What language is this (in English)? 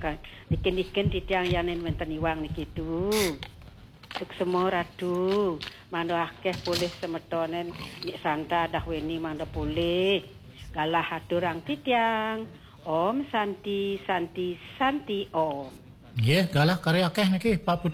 Balinese